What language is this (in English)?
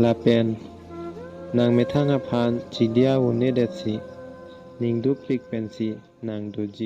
Karbi